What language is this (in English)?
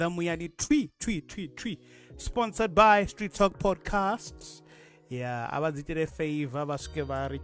Venda